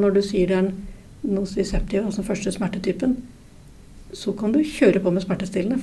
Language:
Norwegian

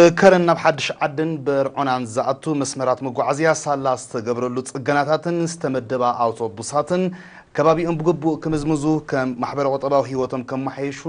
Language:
Tigrinya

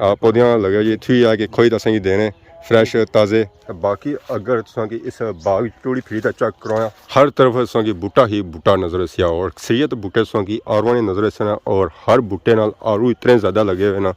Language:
Pahari-Potwari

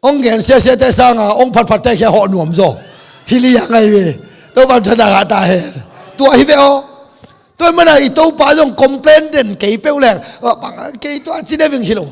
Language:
Tedim Chin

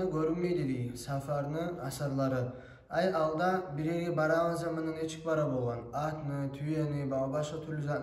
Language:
Kumyk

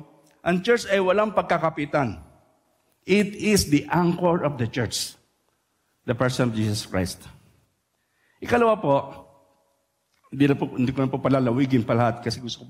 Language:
Filipino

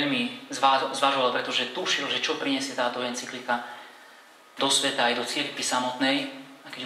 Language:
Slovak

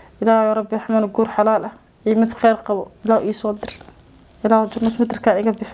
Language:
Somali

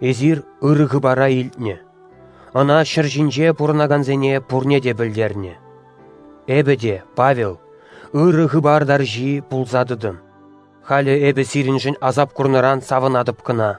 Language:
Chuvash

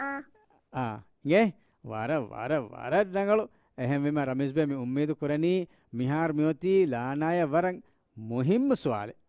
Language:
Divehi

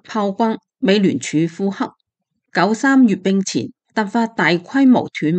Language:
Cantonese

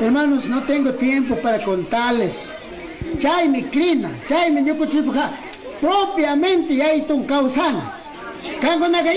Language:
Chimborazo Highland Quichua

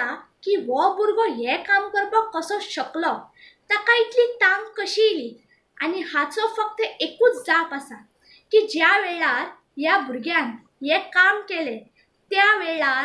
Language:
Konkani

